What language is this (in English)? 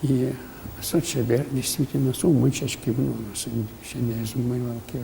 Udmurt